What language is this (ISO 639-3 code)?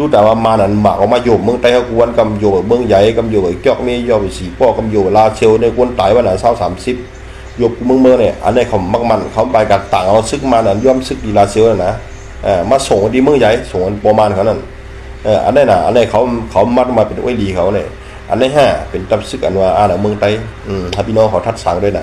shn